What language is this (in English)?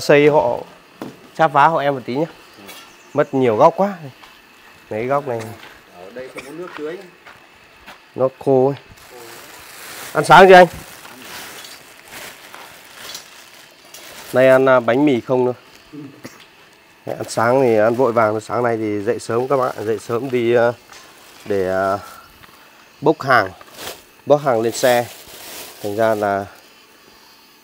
Vietnamese